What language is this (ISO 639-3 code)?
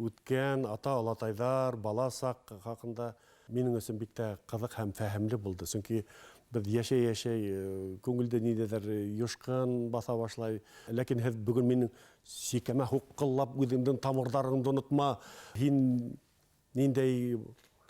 bak